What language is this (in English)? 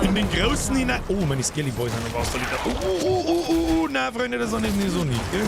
Bavarian